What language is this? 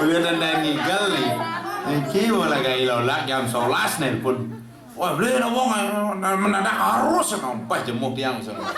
Balinese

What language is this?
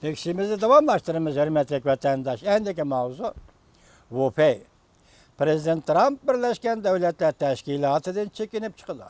Uyghur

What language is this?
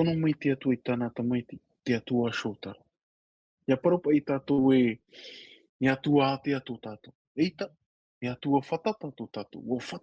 Tahitian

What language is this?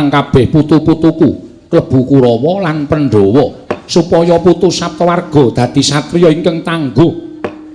Javanese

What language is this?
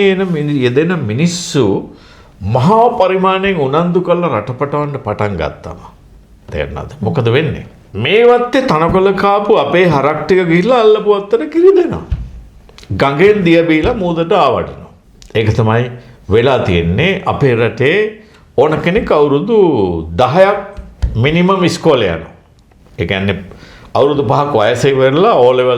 Sinhala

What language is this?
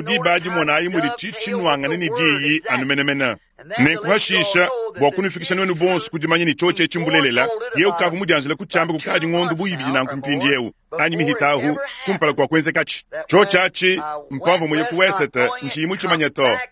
Luba-Lulua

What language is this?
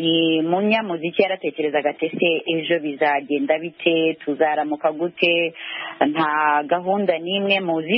Kinyarwanda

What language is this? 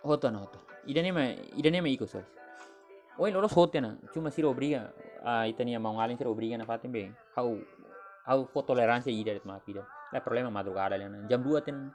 Tetum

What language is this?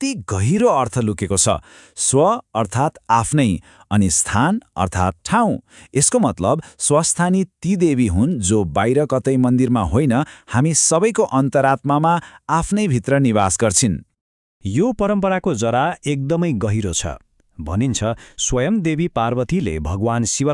Nepali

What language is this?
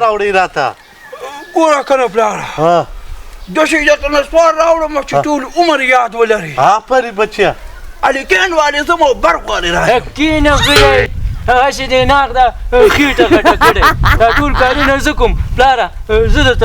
Pashto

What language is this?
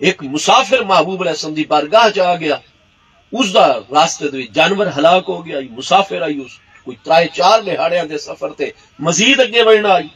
Saraiki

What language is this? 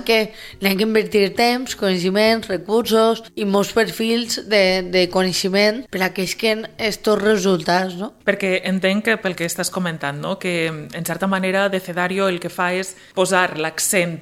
Catalan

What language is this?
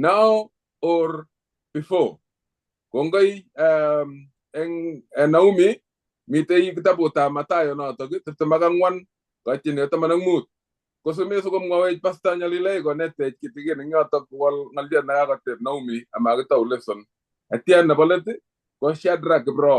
Kalenjin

